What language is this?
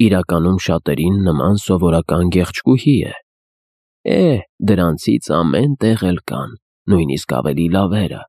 Armenian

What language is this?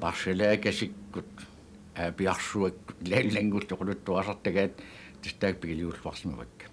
Kalaallisut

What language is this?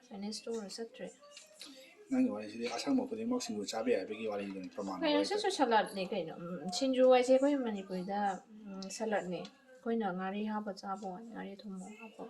Manipuri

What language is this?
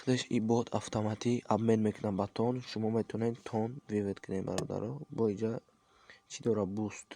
Tajik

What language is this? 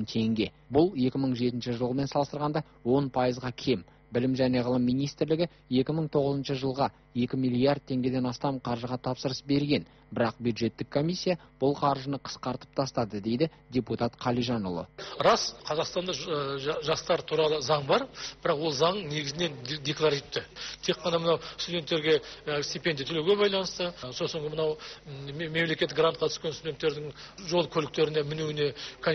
Kazakh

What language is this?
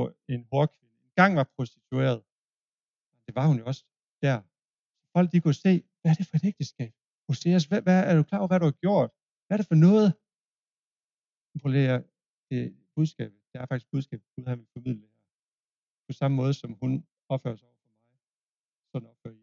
Danish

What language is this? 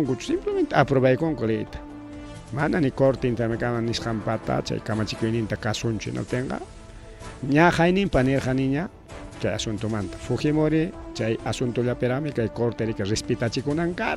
Ayacucho Quechua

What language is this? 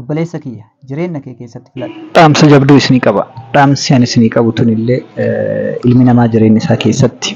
Oromo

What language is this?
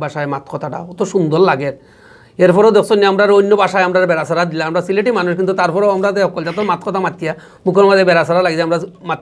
Sylheti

